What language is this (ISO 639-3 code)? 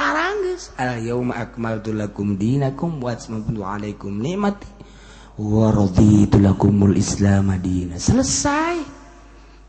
sun